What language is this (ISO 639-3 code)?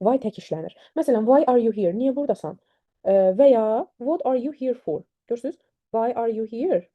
aze